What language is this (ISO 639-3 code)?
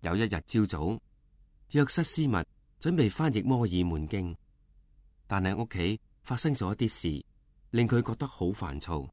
yue